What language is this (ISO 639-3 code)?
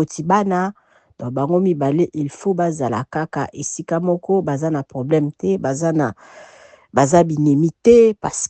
lin